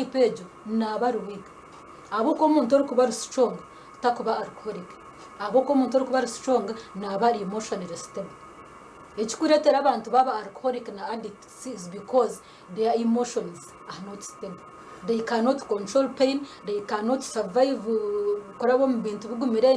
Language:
Nyankole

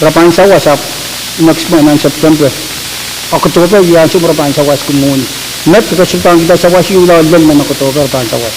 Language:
Pohnpeian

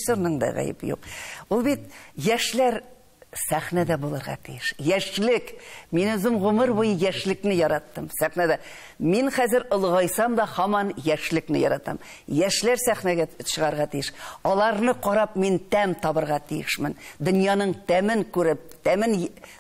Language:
Tatar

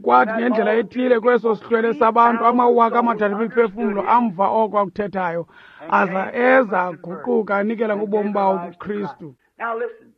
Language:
Xhosa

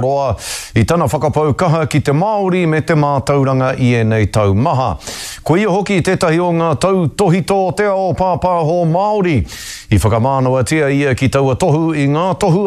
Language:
Māori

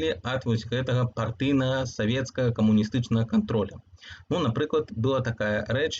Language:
Belarusian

